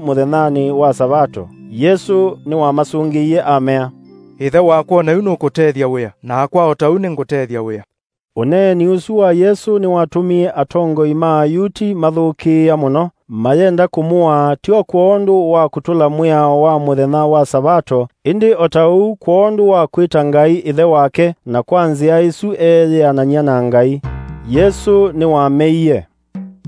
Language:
Kamba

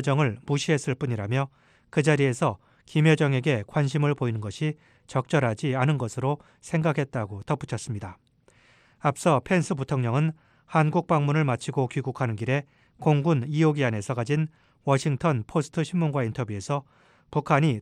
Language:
Korean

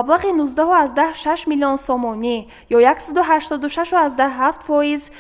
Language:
Tajik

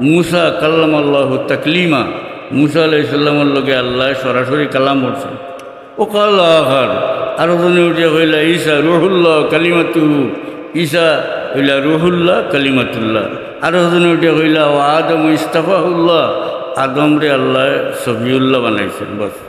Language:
Sylheti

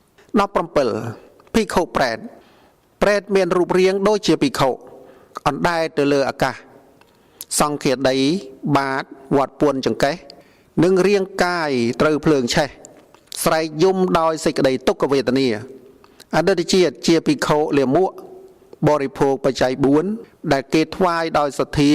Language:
Khmer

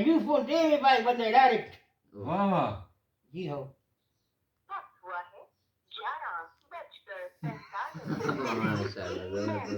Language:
Brahui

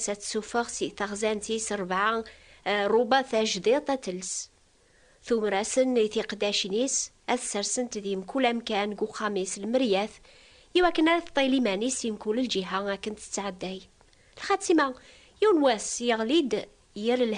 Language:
Kabyle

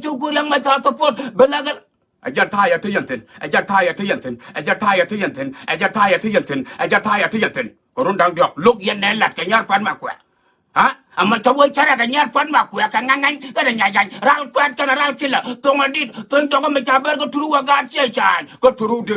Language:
Nuer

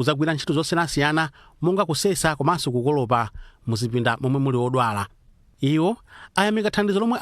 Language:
Nyanja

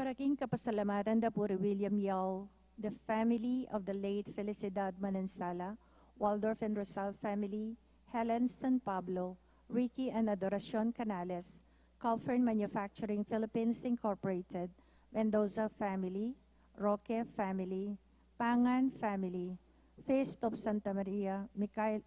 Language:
Pampanga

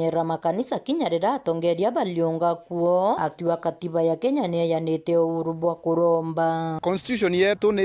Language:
Meru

